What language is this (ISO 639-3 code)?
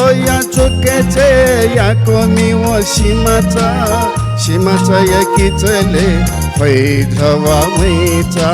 new